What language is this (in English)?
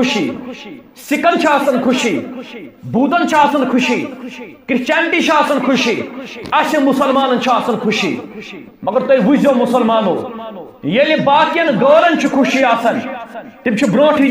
Kashmiri